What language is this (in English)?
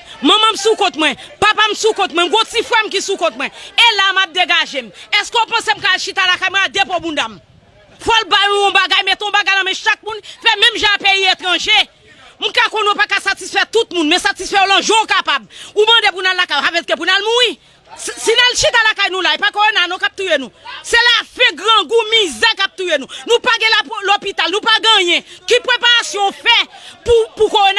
Haitian Creole